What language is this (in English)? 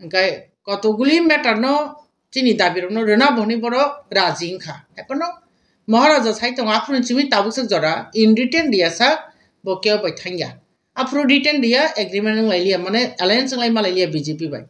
Kok Borok